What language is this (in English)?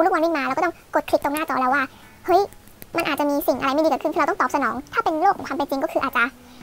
Thai